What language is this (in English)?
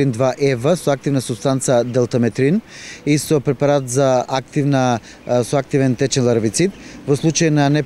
Macedonian